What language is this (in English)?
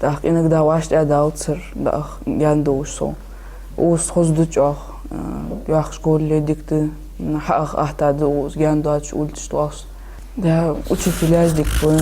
Ingush